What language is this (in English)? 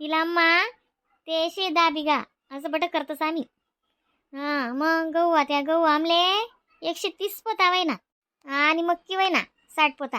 Khandesi